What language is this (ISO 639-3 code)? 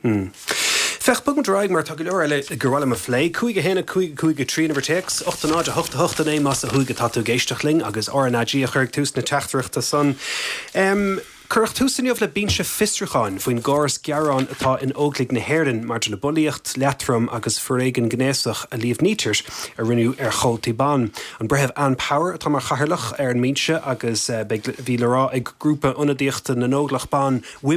gle